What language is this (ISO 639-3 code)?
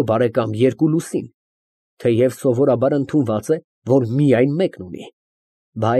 hye